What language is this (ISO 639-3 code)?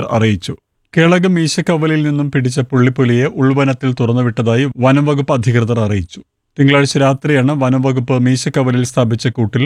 mal